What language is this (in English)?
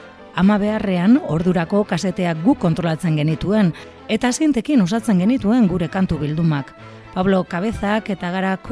Basque